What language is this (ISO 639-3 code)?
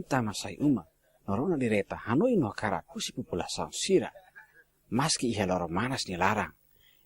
tet